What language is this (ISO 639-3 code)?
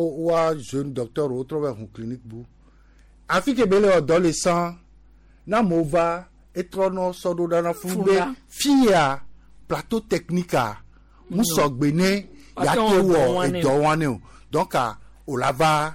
gej